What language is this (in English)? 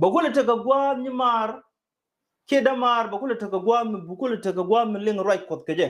Nuer